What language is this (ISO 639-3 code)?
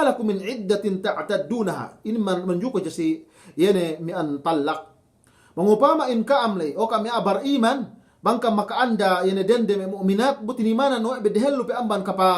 yka